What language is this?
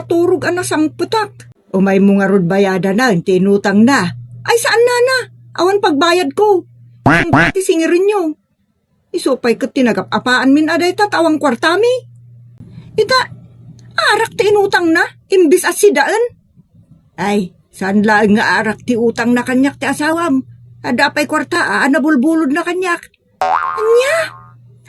Iloko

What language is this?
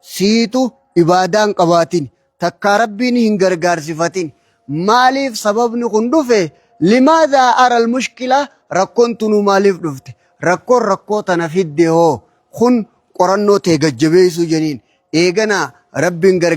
Oromo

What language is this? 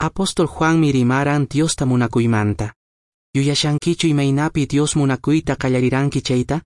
Quechua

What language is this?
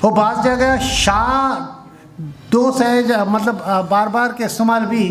Eastern Balochi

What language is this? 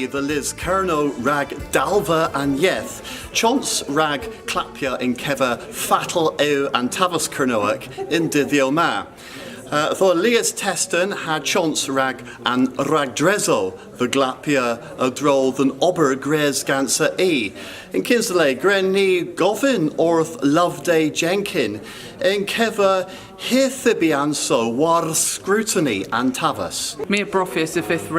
Cornish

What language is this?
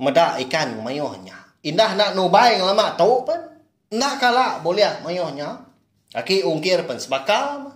Iban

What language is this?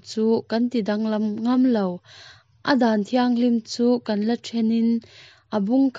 Mizo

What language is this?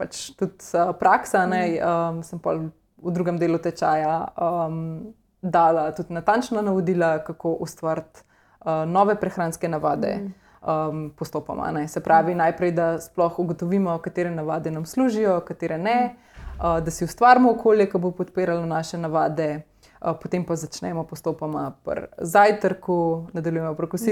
Slovenian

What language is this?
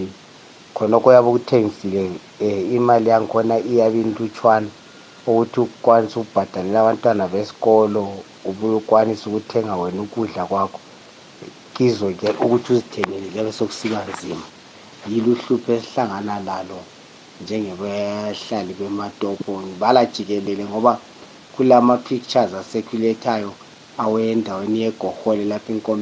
North Ndebele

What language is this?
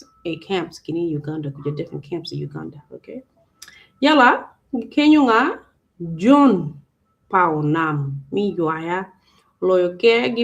Acoli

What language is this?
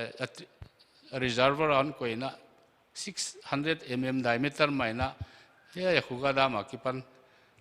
Paite Chin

